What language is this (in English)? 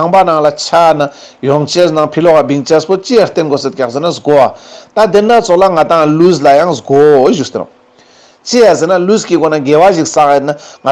Ladakhi